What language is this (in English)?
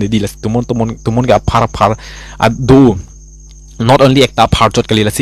Karbi